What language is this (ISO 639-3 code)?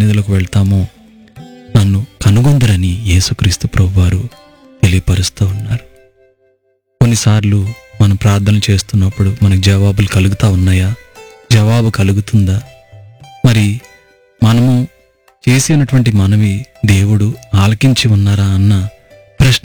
tel